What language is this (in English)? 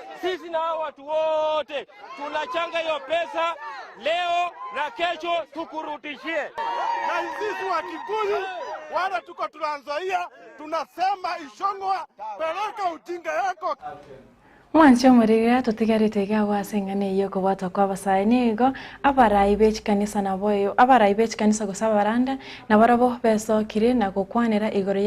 Gusii